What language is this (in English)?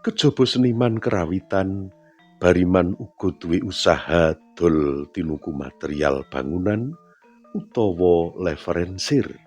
Javanese